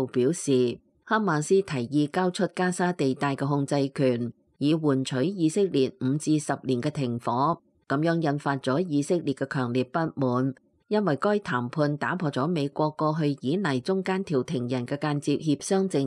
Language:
Cantonese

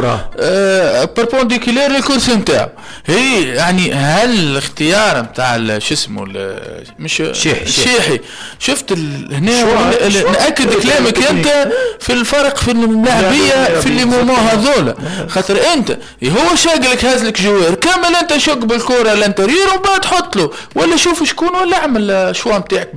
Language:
Tunisian Arabic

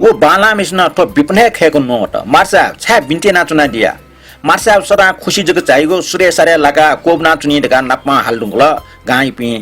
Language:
Newari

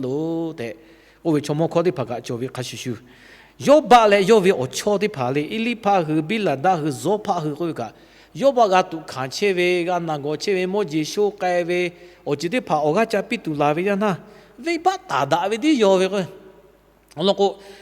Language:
Lahu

